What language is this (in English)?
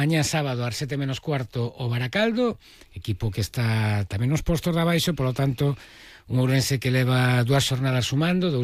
Galician